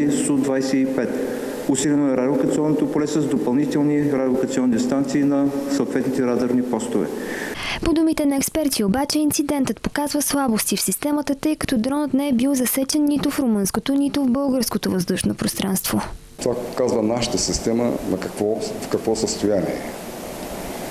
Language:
Bulgarian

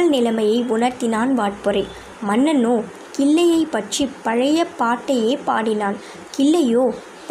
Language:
Tamil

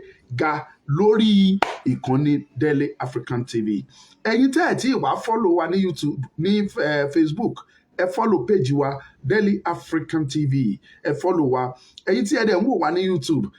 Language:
Yoruba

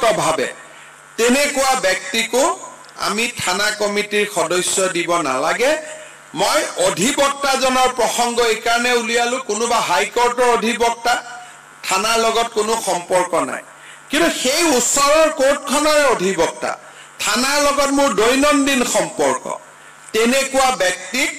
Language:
Assamese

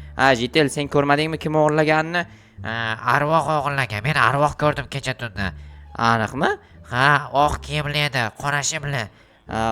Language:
Uzbek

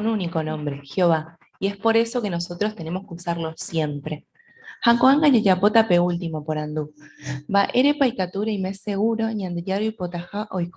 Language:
Guarani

